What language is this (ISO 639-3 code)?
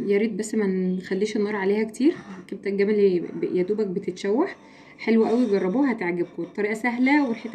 arz